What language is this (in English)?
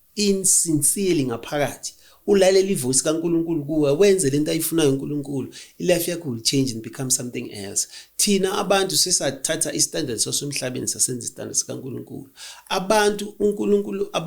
Zulu